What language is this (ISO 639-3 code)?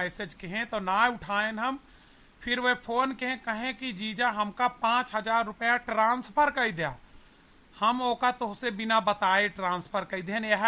awa